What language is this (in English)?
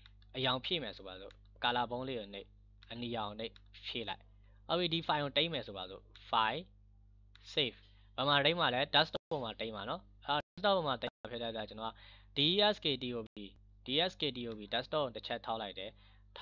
Burmese